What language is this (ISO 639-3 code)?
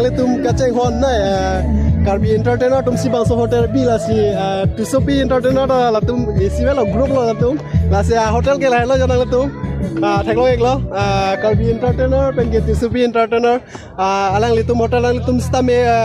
mjw